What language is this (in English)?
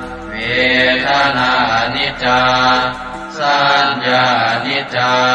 Pali